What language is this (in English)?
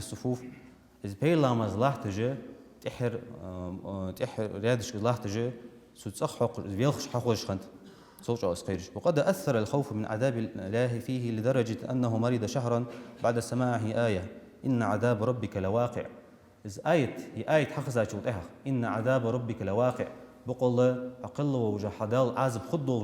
Ingush